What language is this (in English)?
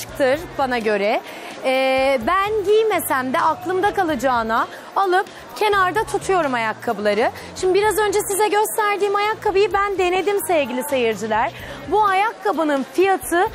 Turkish